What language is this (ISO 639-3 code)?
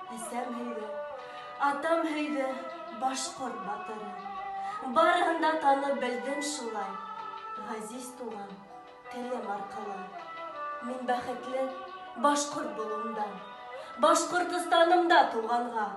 bak